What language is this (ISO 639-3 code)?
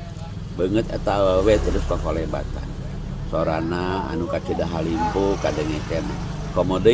sun